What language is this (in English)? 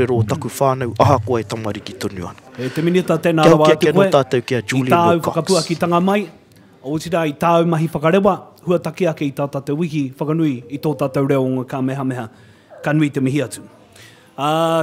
Māori